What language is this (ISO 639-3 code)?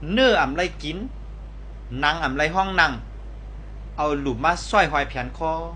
shn